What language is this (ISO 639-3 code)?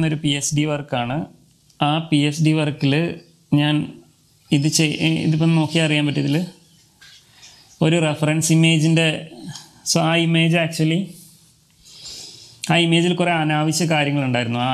mal